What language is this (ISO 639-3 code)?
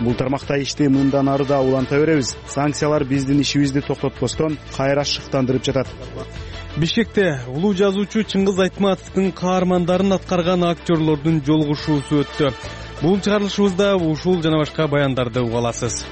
kir